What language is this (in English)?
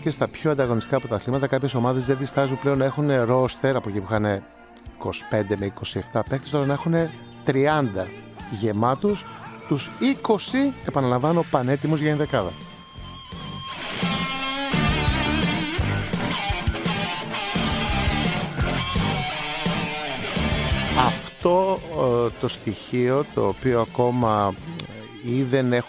Greek